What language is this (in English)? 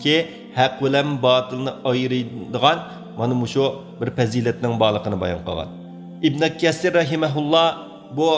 Uyghur